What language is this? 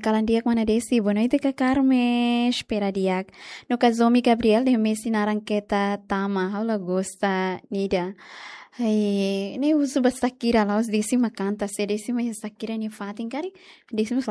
Tetum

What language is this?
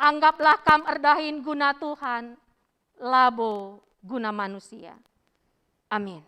Batak Karo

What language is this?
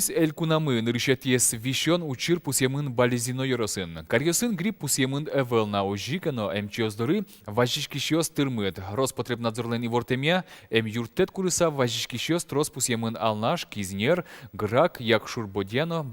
Udmurt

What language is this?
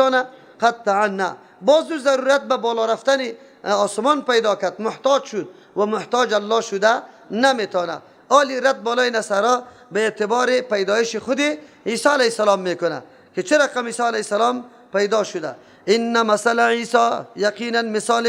Persian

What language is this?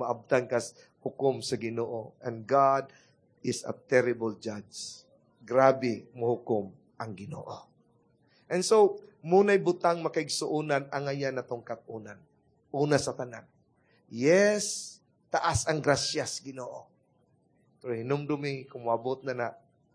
Cebuano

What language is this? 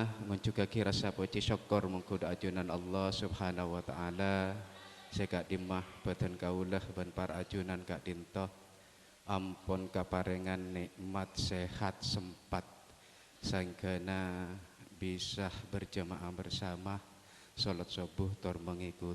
Madurese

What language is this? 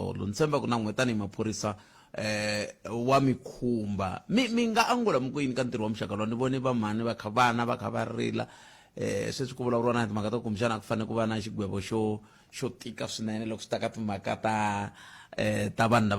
Tsonga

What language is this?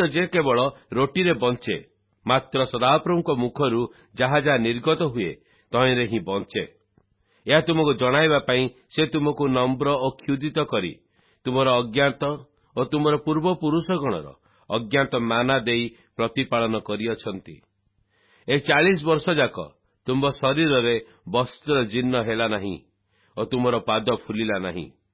Odia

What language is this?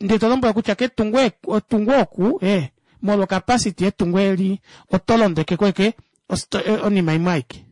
Kuanyama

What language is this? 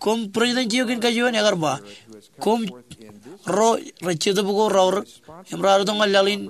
Marshallese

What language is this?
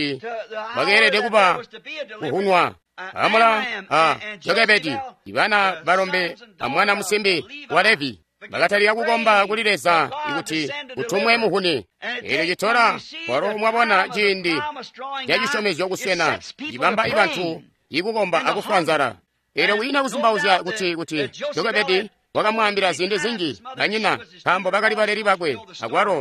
Tonga (Zambia)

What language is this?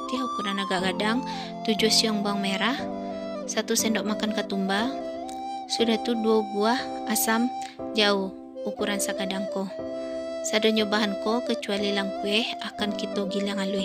Minangkabau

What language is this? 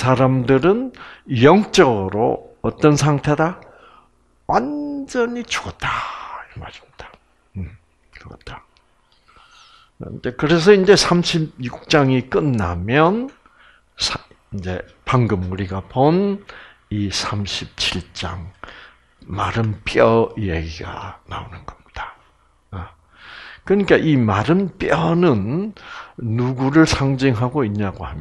Korean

